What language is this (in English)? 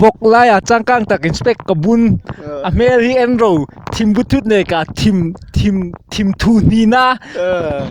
Hmar